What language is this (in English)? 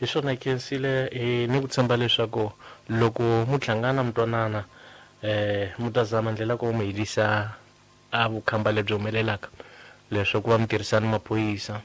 Tsonga